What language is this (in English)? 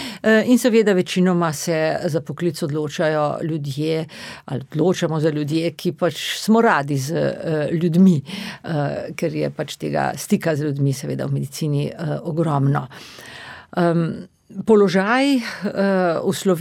Slovenian